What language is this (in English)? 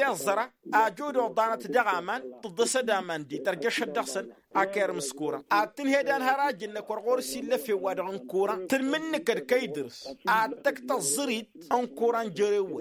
Tamasheq